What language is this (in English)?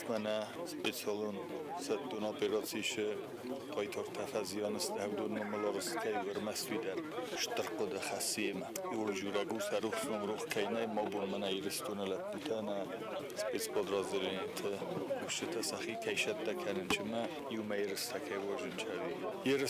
Ossetic